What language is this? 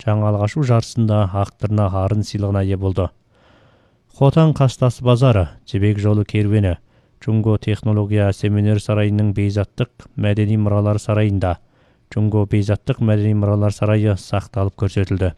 Kazakh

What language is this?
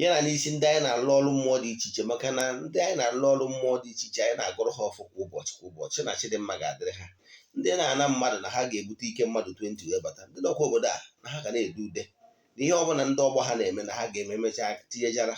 Igbo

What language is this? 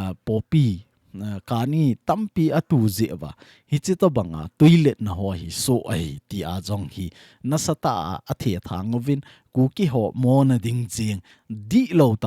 Thado Chin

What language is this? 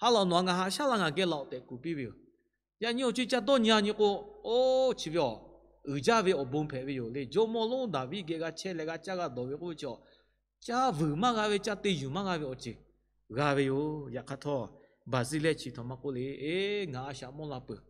Lahu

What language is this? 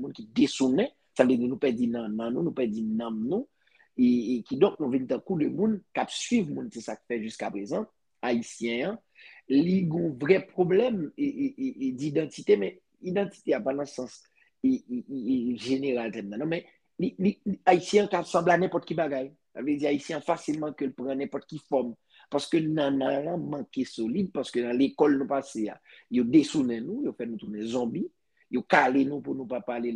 Haitian Creole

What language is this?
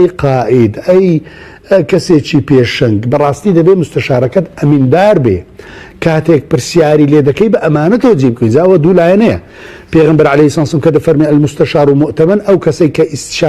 Central Kurdish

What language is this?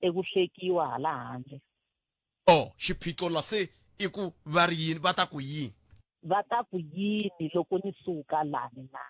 Tsonga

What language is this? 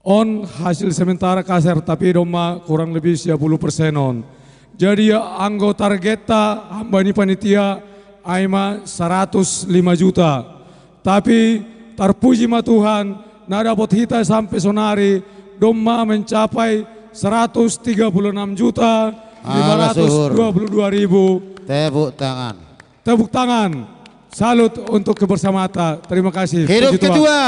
Batak Simalungun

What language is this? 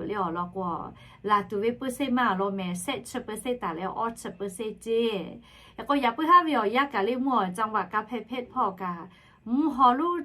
Lahu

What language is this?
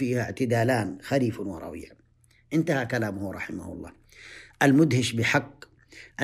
Arabic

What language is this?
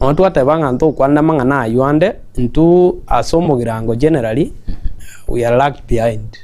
Gusii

